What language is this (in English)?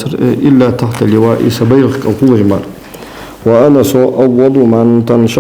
Ingush